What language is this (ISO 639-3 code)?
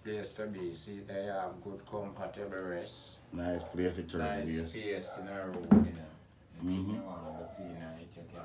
jam